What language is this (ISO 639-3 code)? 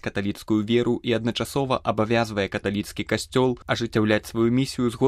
bel